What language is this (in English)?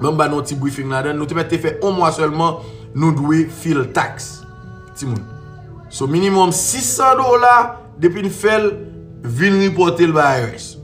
Haitian Creole